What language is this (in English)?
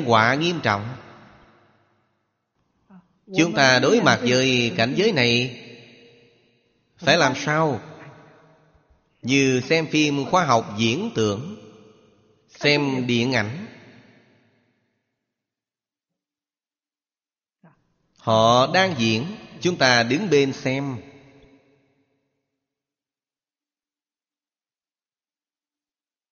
Vietnamese